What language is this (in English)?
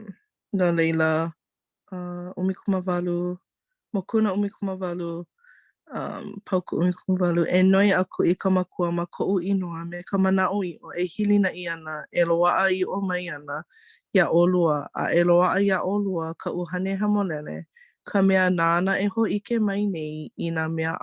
Hawaiian